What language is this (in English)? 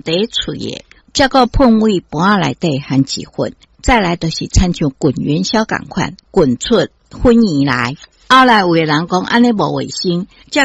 Min Nan Chinese